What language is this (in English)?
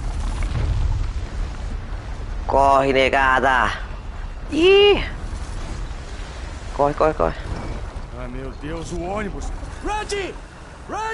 Portuguese